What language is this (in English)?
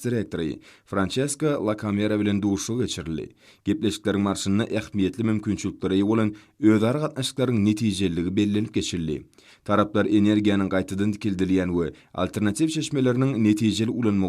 Turkmen